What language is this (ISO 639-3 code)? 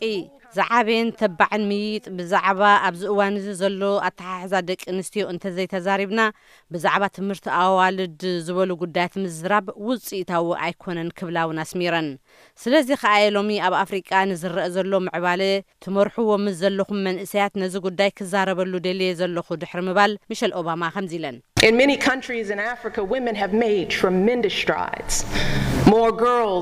tir